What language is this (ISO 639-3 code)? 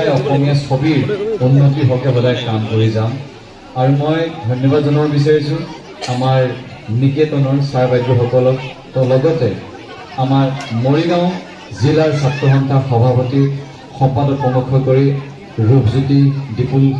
asm